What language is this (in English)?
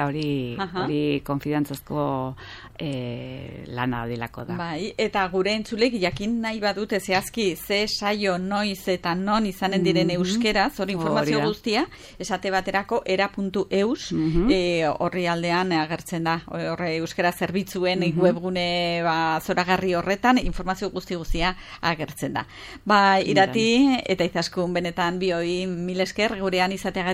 Basque